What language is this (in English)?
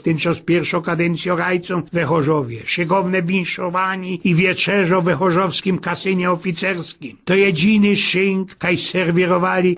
Silesian